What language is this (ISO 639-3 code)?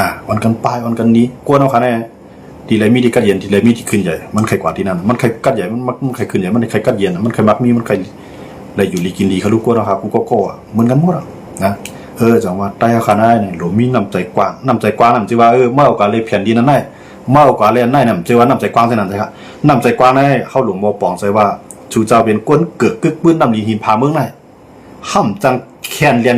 shn